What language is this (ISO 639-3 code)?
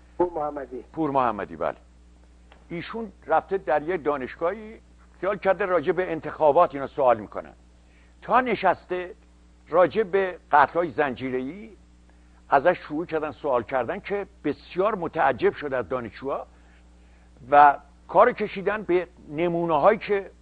fas